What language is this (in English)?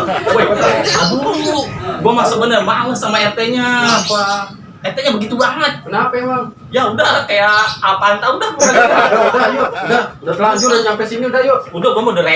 Betawi